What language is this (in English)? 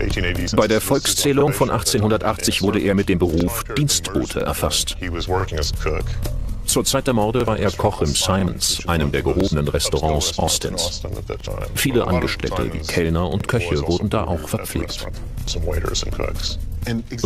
German